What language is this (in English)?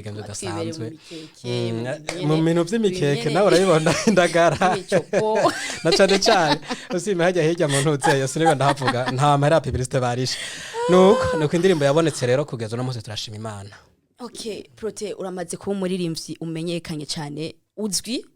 Rundi